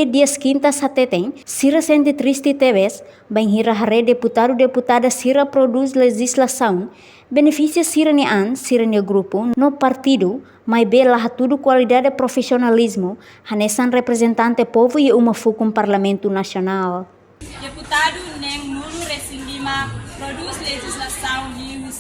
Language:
Tetum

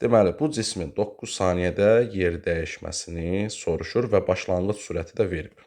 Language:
Azerbaijani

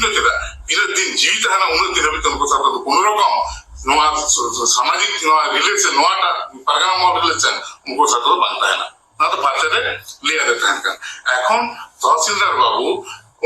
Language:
Santali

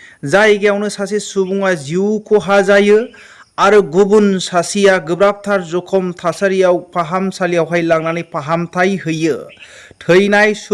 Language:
Bodo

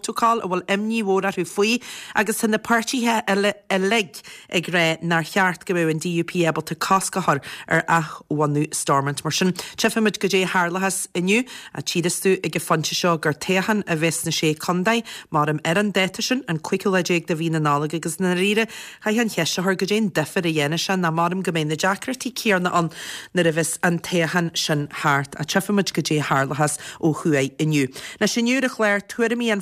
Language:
Irish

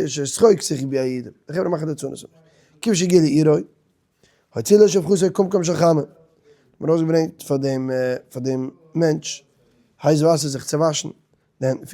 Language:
Yiddish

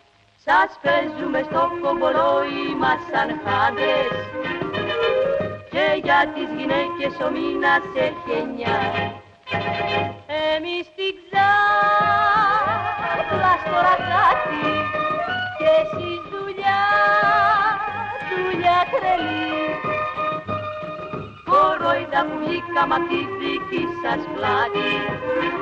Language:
Greek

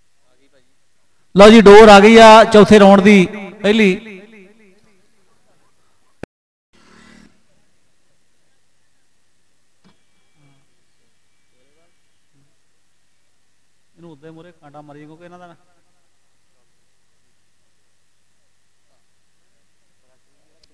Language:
Punjabi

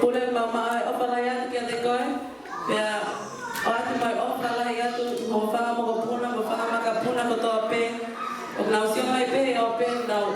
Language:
Tongan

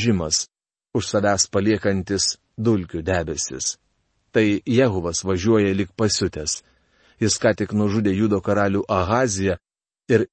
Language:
Lithuanian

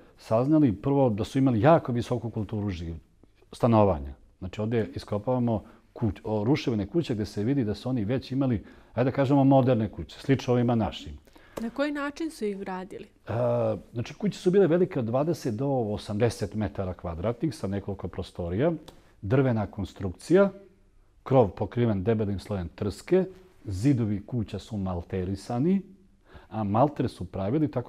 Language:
Serbian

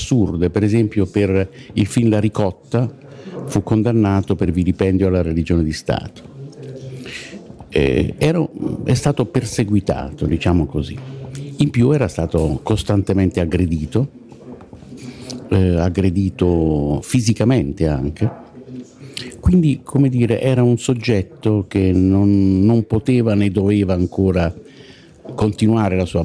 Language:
Italian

